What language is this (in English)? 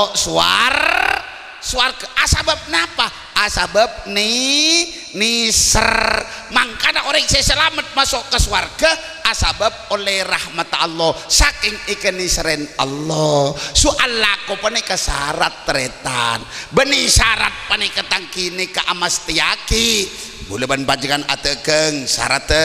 Madurese